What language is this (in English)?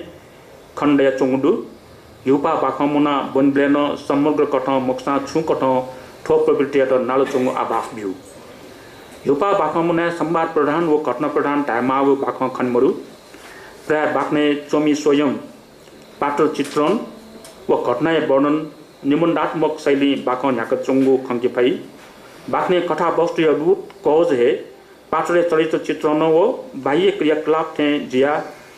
Newari